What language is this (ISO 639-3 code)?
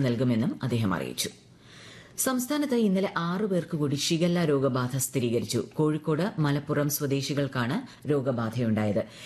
mal